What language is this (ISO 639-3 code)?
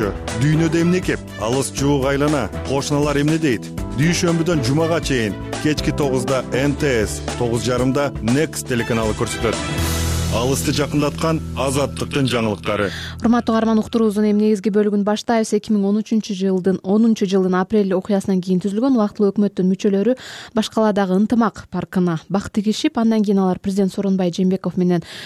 kir